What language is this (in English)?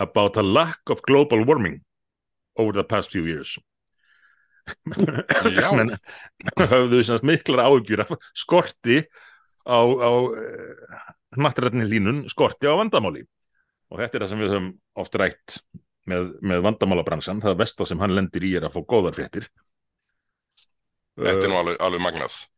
Icelandic